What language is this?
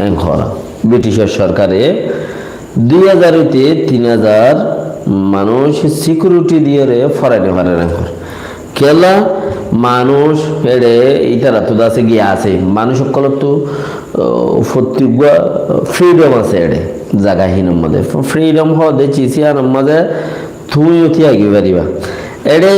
Rohingya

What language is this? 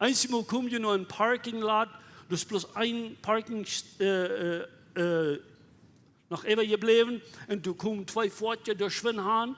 Plautdietsch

